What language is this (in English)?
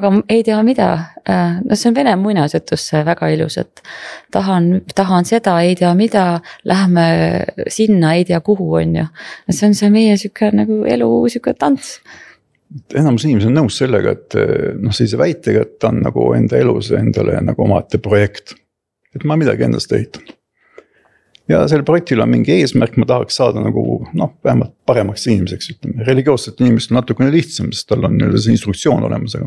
Estonian